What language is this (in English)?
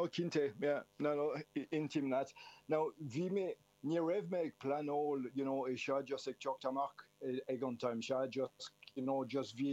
Irish